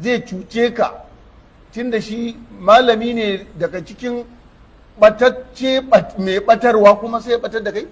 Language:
Hausa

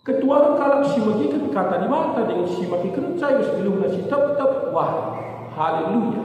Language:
Batak Karo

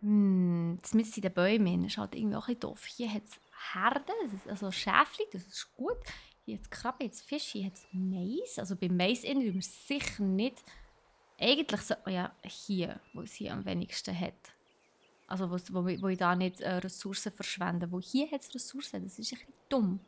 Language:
Swiss German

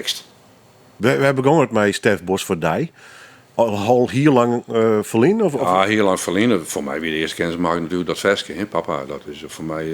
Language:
Western Frisian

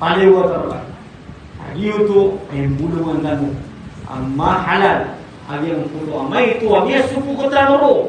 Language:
Maranao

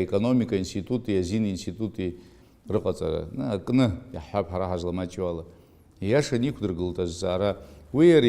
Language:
Abkhazian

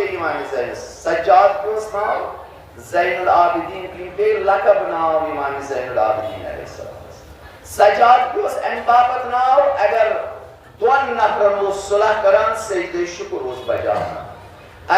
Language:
Kashmiri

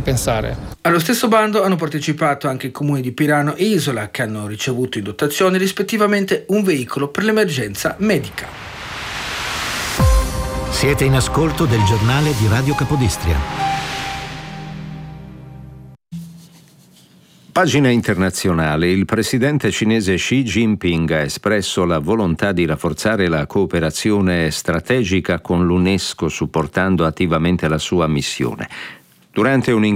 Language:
Italian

